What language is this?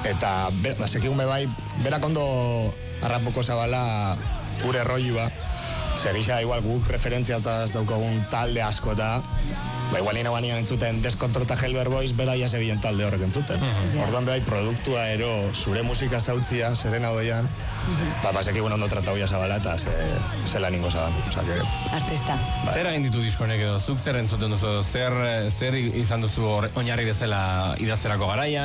Basque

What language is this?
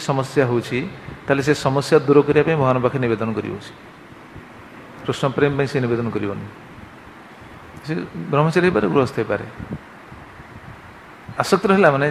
Odia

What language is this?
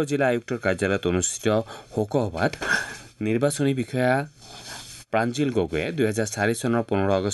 Assamese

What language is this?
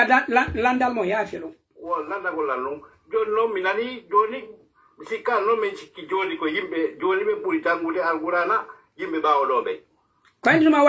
Pular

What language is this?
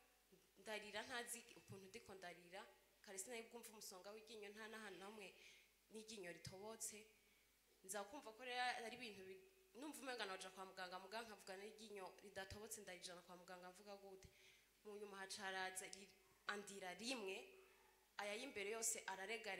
Rundi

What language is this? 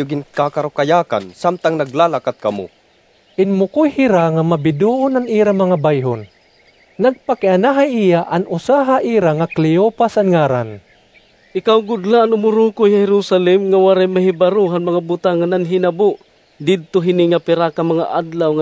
Waray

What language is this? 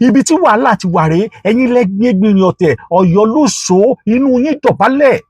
Yoruba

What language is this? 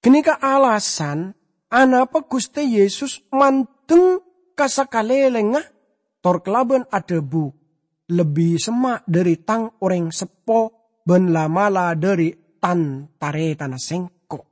Madurese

